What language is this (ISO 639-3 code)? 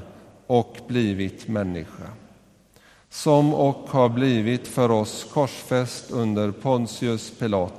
swe